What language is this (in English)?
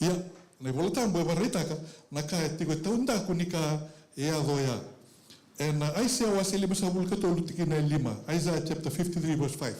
Fijian